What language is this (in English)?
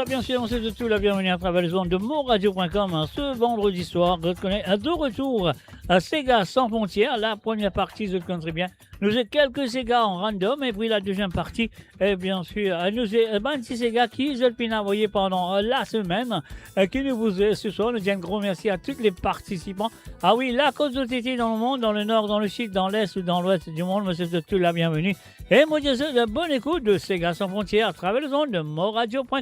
Morisyen